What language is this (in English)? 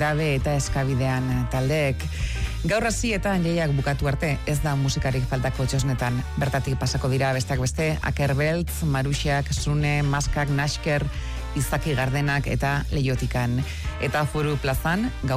Basque